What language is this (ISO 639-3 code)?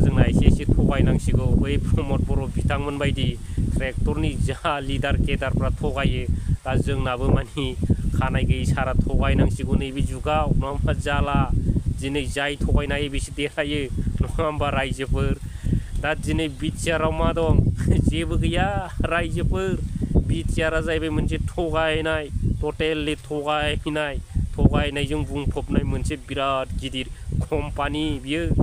brx